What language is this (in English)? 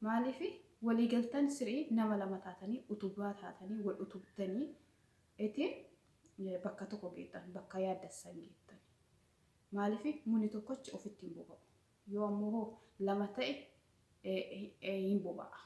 Oromo